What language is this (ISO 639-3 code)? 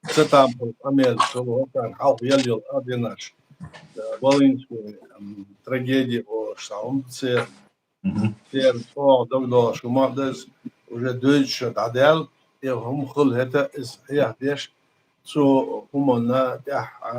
che